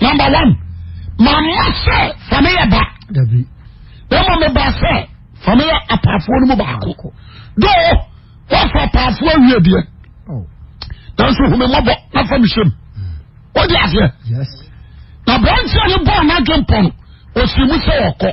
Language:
Akan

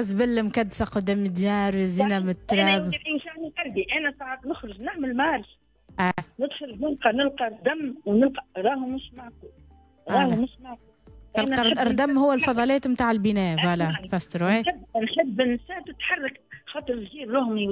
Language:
Tunisian Arabic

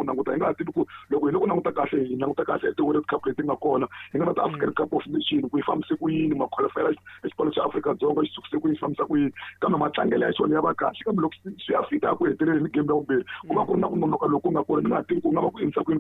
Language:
Tsonga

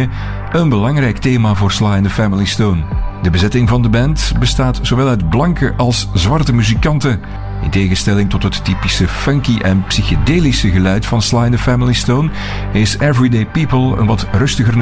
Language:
Dutch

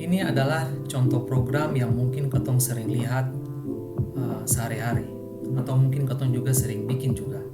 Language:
Ambonese Malay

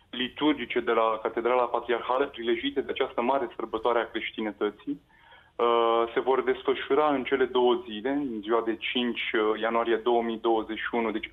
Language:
Romanian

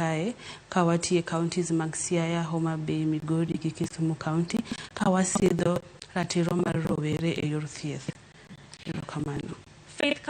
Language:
Luo (Kenya and Tanzania)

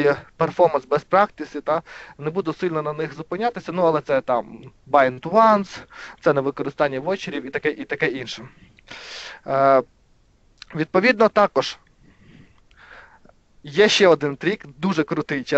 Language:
Ukrainian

